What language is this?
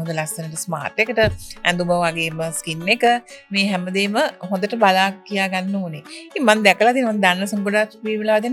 Sinhala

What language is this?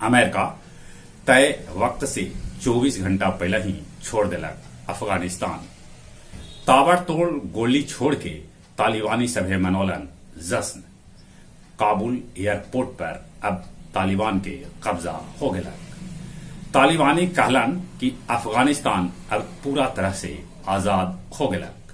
Magahi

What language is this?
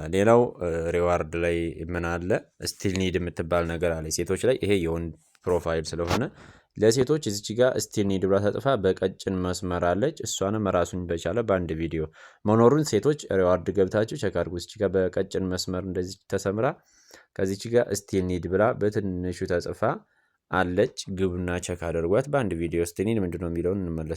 Amharic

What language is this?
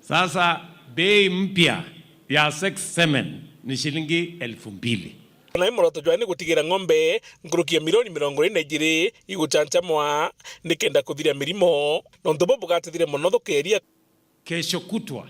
Meru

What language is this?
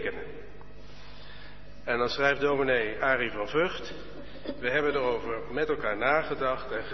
Dutch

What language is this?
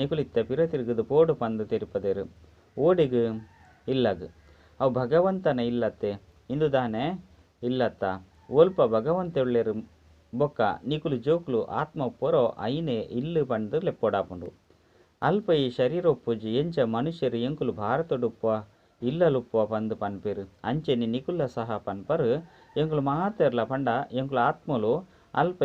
Tulu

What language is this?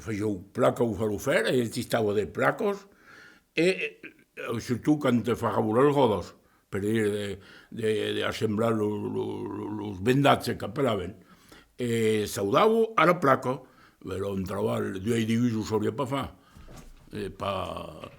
Occitan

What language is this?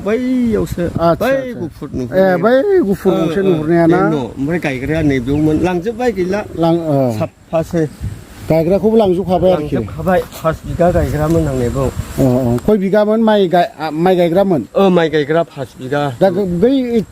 Bodo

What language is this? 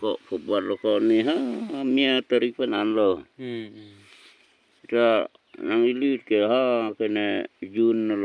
Karbi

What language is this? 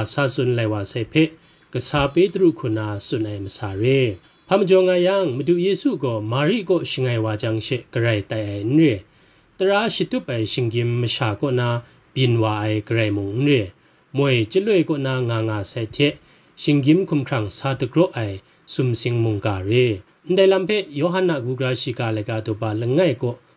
Kachin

